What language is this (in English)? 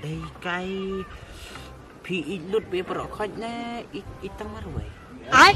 Khasi